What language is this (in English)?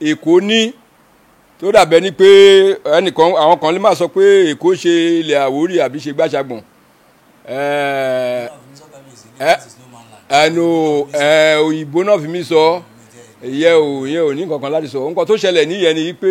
Yoruba